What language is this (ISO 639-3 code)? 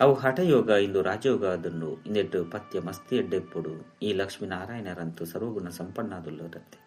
tcy